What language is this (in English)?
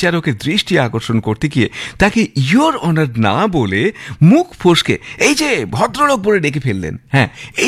Bangla